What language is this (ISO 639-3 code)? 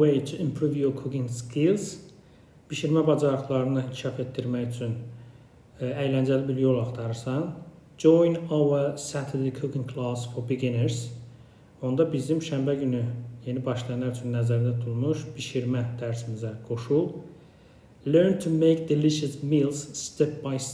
aze